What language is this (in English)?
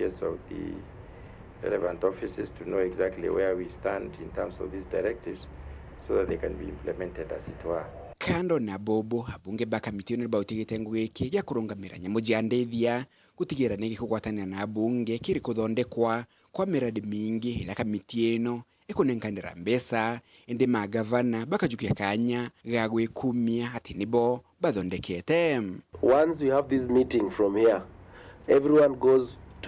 Meru